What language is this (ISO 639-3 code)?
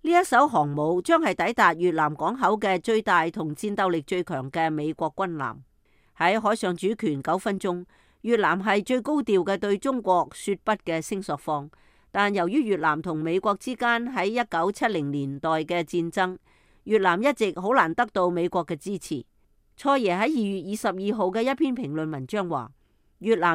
yue